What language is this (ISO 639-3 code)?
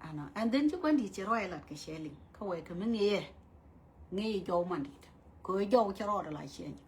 nus